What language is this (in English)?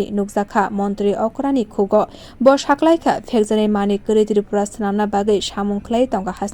Kok Borok